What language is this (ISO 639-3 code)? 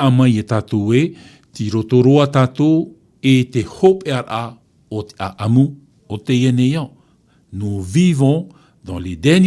tah